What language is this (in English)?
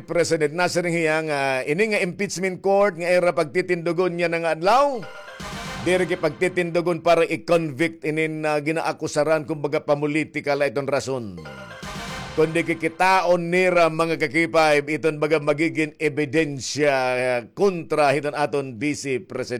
Waray